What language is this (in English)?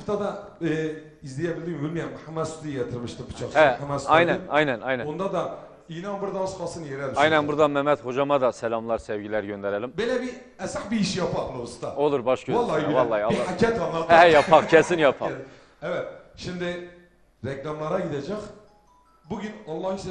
Turkish